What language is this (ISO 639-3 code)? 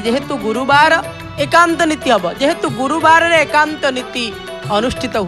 ori